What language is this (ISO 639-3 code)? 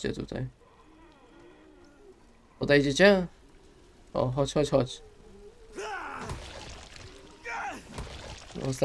pol